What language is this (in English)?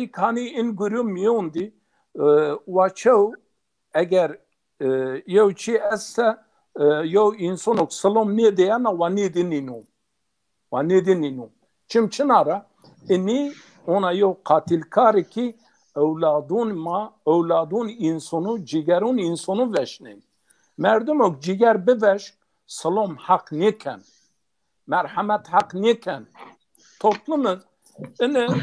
Zaza